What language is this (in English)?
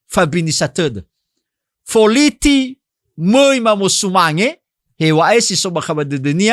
Nias